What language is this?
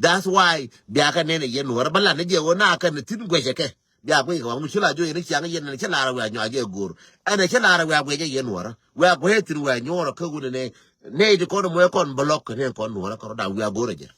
Nuer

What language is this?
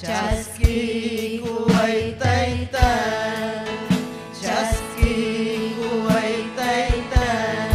Ayacucho Quechua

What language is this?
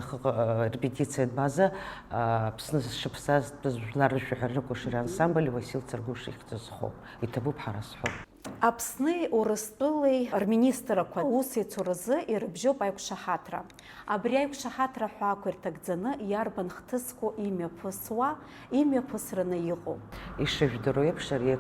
Abkhazian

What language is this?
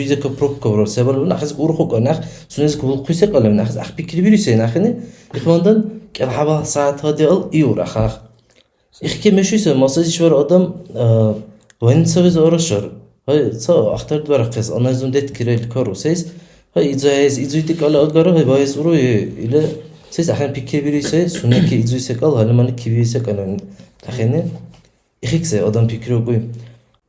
Dargwa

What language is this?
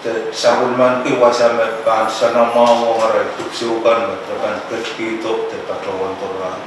Pohnpeian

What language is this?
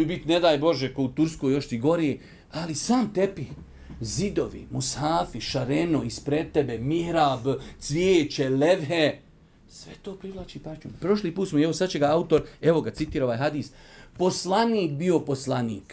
Bosnian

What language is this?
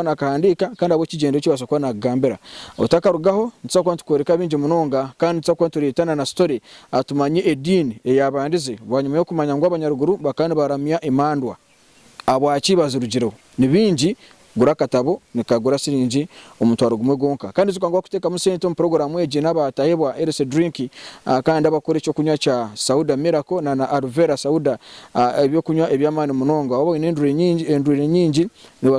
Nyankole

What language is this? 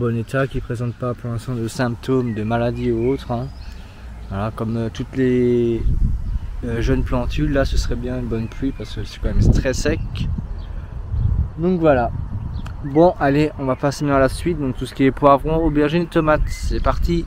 French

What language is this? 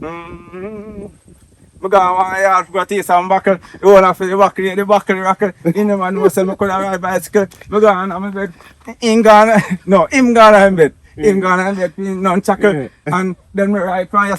Jamaican Creole English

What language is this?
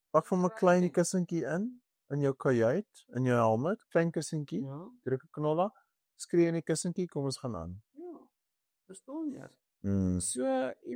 Afrikaans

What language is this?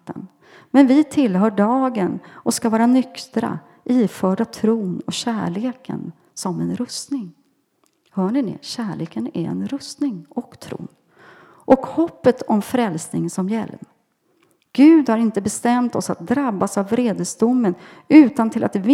Swedish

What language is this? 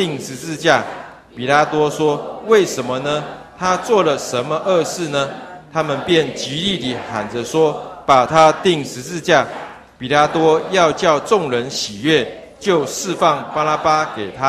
Chinese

